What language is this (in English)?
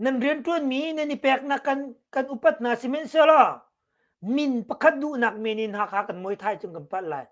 Hakha Chin